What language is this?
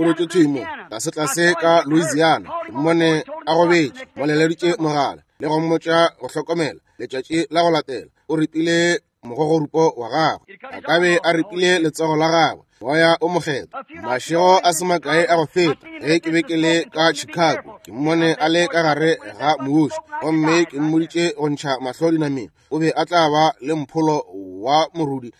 Northern Sotho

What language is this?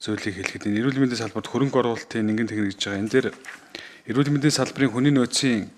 Mongolian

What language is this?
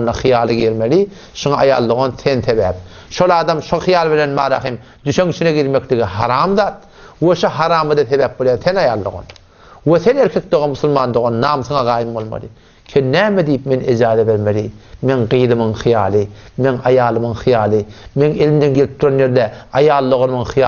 Turkmen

